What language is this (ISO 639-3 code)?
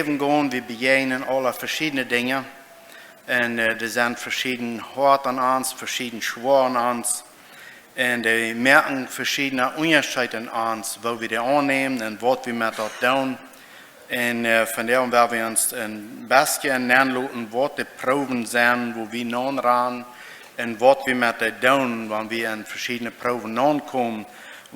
pdt